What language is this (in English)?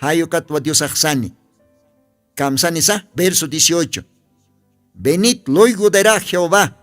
Aymara